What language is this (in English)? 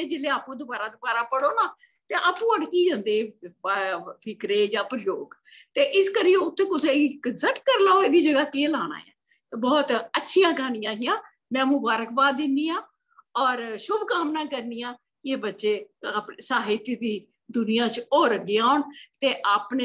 Dogri